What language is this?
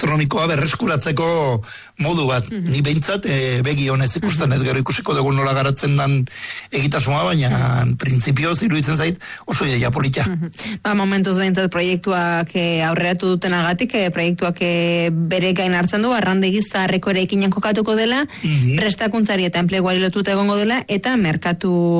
Basque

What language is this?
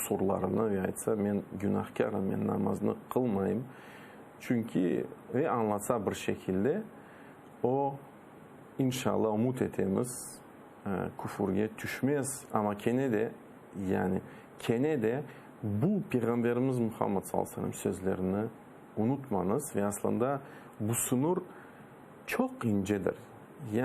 Crimean Tatar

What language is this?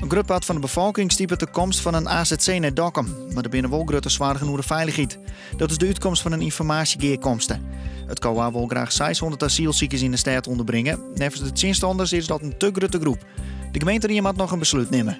Western Frisian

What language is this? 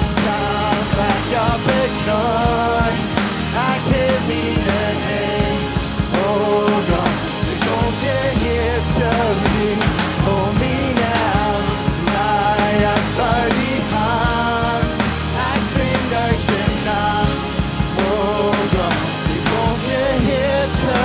Plautdietsch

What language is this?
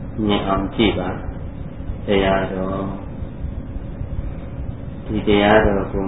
Burmese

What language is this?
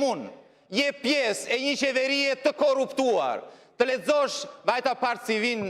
Albanian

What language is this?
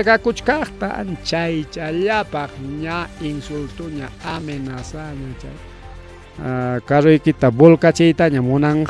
Ayacucho Quechua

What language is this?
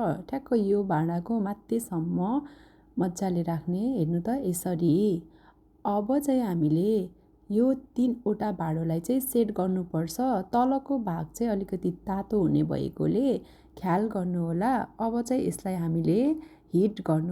Nepali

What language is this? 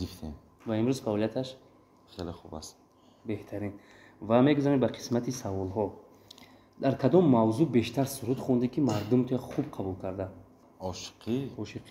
Tajik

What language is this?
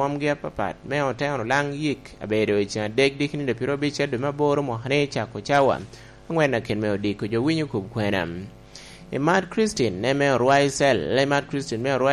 Lango (Uganda)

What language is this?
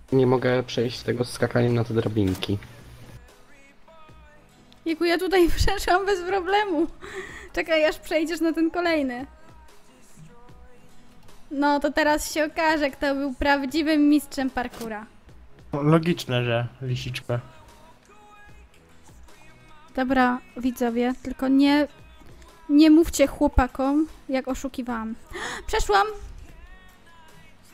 Polish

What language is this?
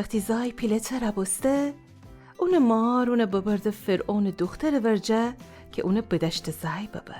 Gilaki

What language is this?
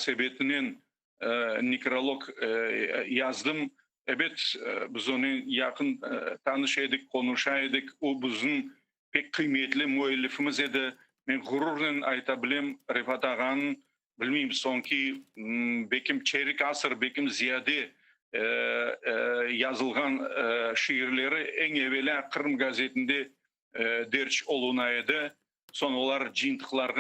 Crimean Tatar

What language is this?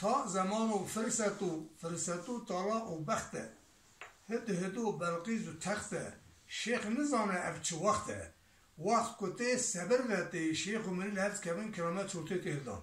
Kurdish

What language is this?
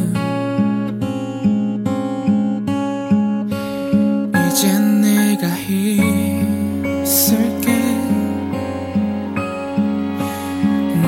Korean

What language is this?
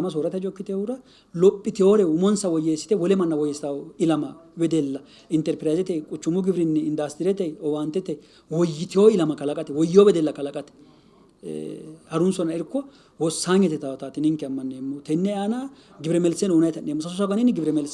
Sidamo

